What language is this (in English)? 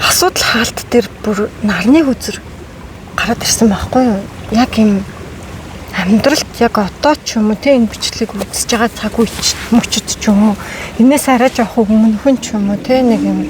Mongolian